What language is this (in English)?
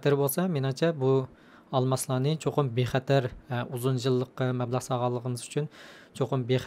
Uyghur